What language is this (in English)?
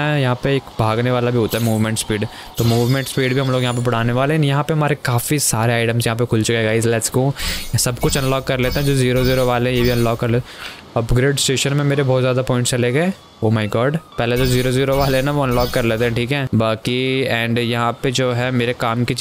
Hindi